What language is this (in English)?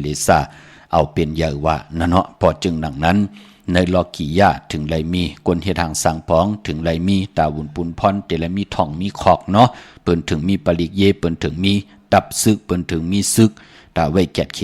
Shan